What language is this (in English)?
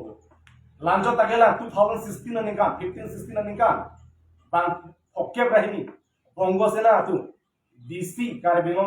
Karbi